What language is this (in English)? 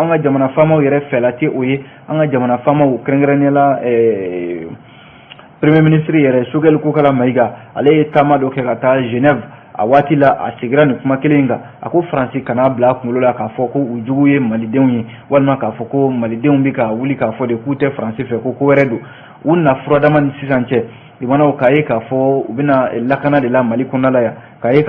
Bambara